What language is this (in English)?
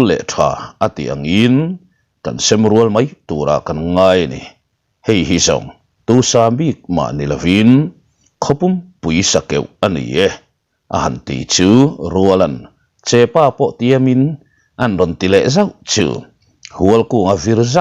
Mizo